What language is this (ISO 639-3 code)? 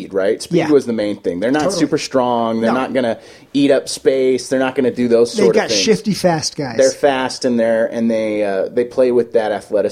eng